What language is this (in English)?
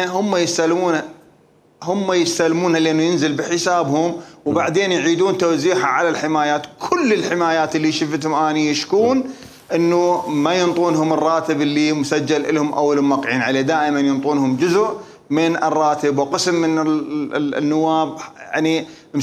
Mesopotamian Arabic